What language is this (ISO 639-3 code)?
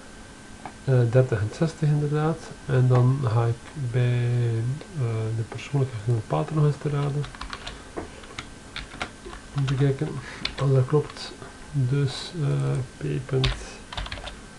nld